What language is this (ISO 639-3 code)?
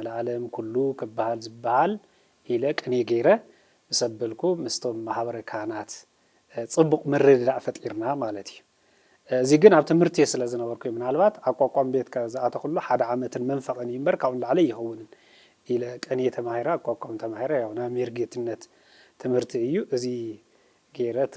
tir